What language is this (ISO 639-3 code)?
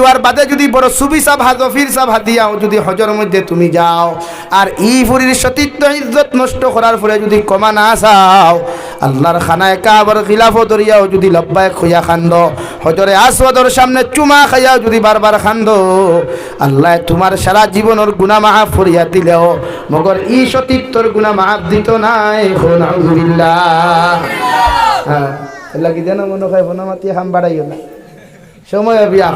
syl